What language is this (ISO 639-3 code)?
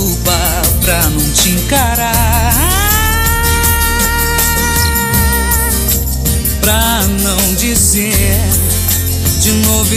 por